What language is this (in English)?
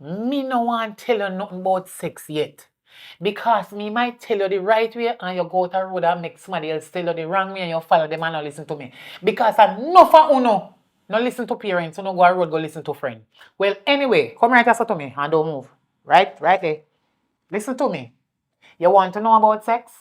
Jamaican Creole English